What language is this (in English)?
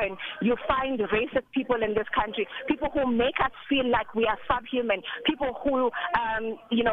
English